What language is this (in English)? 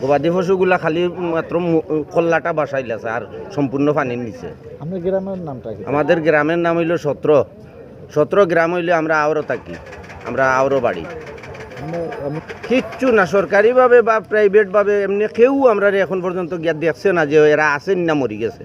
Sylheti